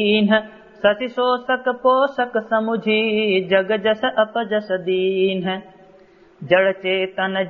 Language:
Awadhi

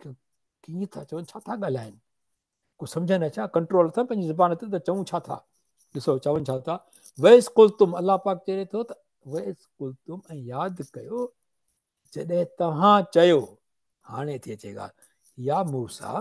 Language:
Sindhi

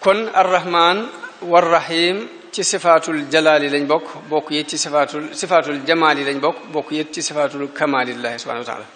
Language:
Wolof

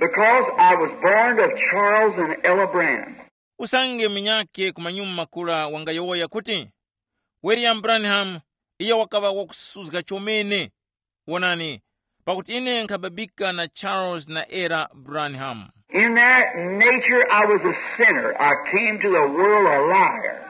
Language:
Tumbuka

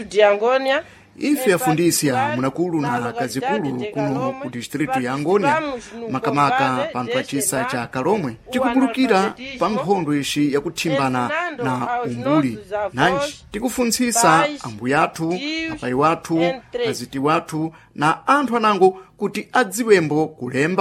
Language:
Sena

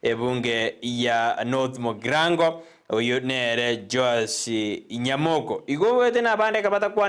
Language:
Gusii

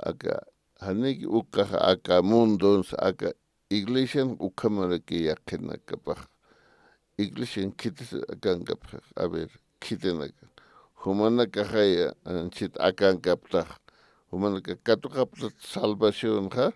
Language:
Aymara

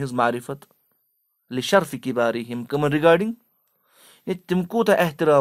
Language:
Kashmiri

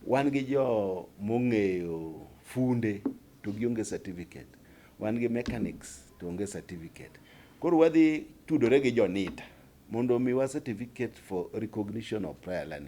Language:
Luo (Kenya and Tanzania)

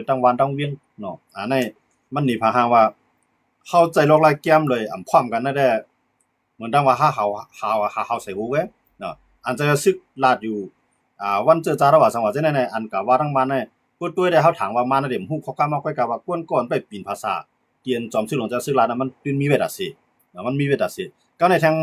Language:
Shan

